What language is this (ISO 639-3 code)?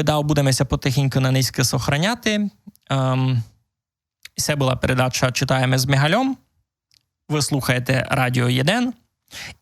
rue